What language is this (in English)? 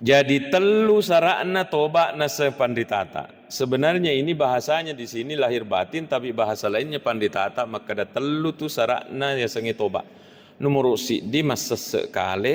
Buginese